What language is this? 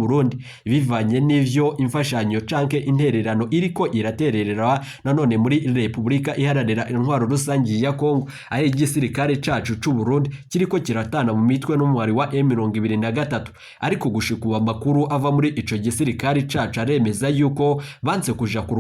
Rundi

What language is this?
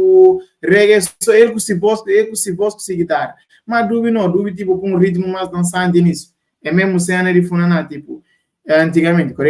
Kabuverdianu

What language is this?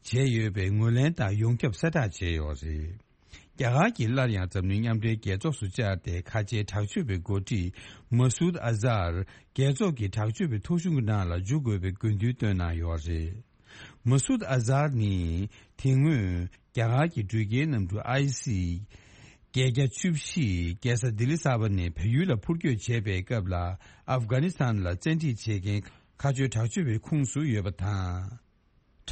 Tibetan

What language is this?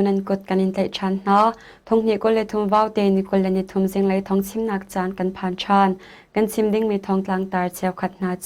Hakha Chin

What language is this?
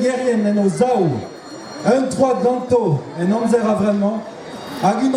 Breton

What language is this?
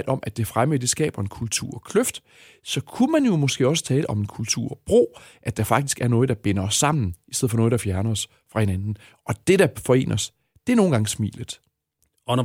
Danish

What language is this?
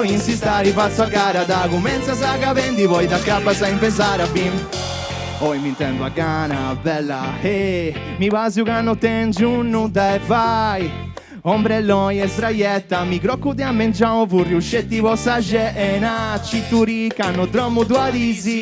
Sardinian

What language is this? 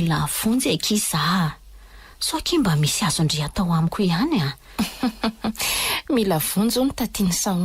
Malagasy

